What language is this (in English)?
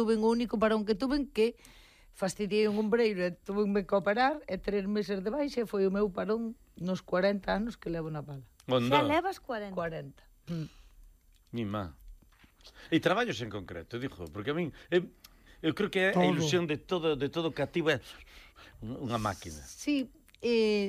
Galician